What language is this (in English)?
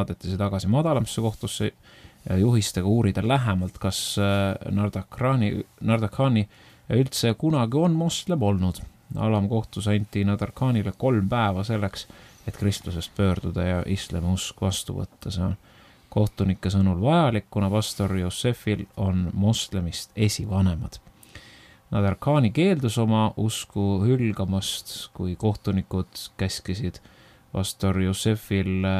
Estonian